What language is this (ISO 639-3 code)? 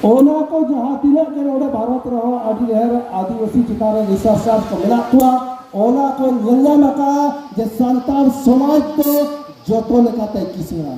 sat